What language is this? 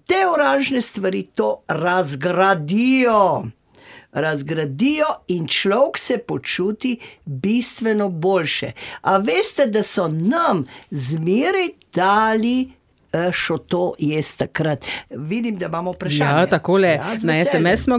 Slovenian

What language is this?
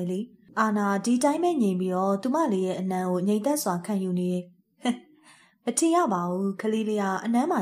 Burmese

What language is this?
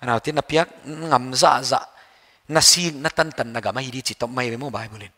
Paite Chin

